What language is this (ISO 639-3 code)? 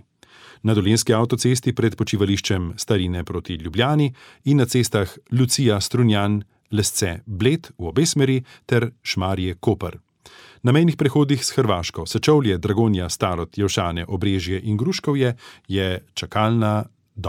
slv